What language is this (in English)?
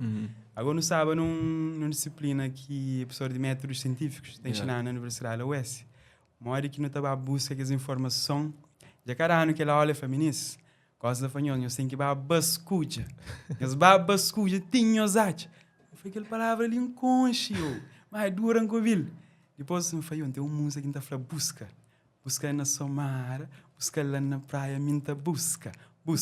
Kabuverdianu